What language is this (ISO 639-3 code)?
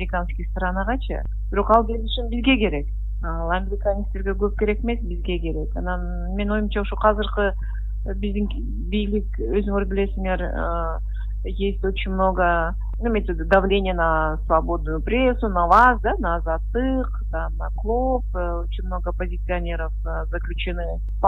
kir